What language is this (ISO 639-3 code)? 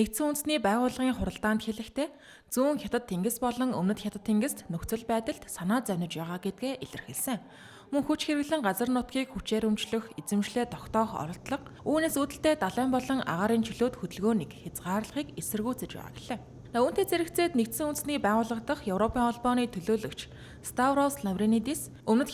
mon